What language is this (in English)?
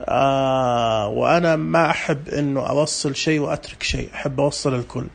Najdi Arabic